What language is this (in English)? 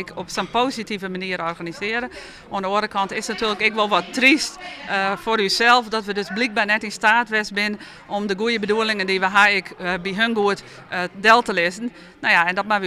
Western Frisian